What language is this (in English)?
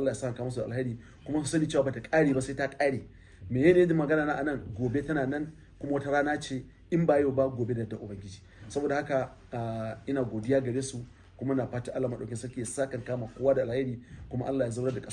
Hausa